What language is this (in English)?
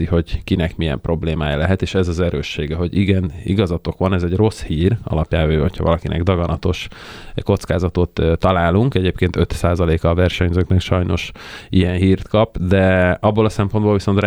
Hungarian